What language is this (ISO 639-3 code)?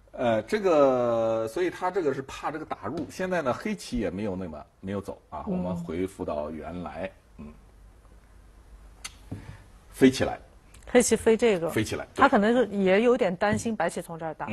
zho